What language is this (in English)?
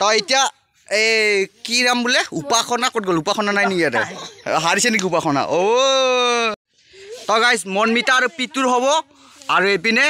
Assamese